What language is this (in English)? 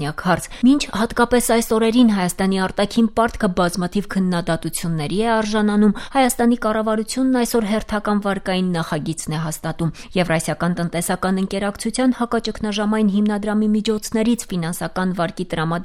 Armenian